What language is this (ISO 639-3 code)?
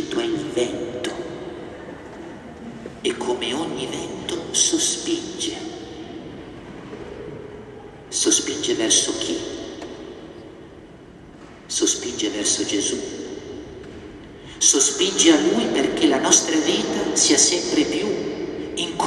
ita